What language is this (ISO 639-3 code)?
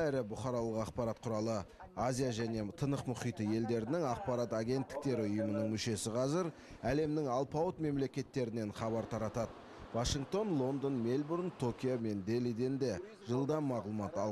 kaz